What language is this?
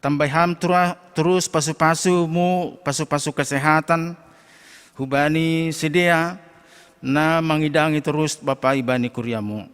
Batak Simalungun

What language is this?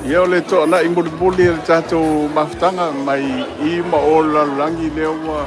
Samoan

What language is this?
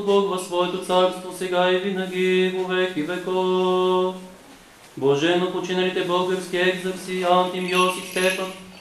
Bulgarian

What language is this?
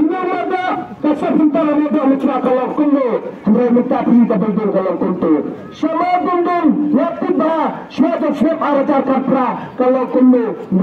Khasi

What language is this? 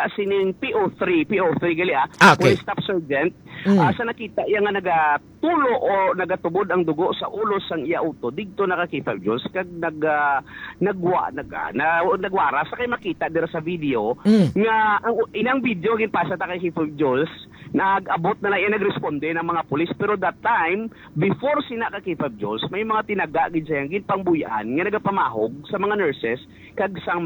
Hiligaynon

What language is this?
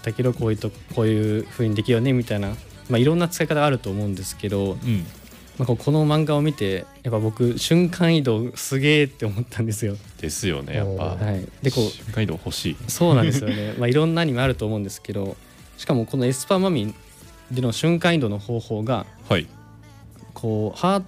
Japanese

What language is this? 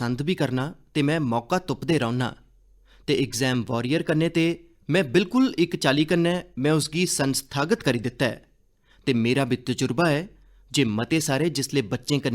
Dogri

